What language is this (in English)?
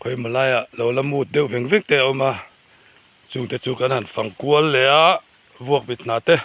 Mizo